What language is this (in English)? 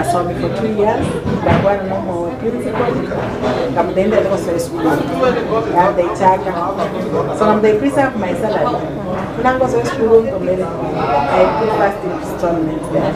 Gusii